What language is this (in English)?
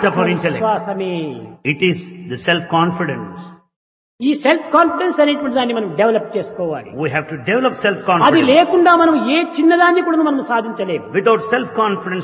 Telugu